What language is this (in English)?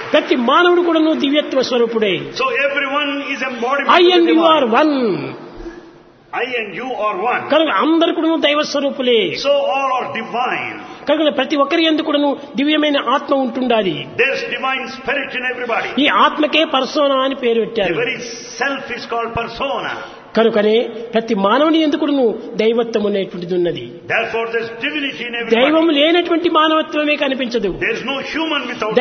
Telugu